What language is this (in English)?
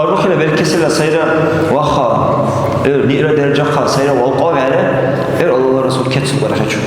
Dargwa